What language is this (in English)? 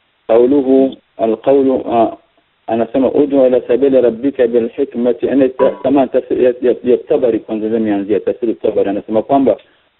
Swahili